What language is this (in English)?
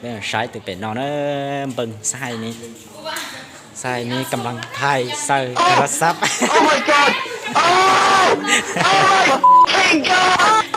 Lao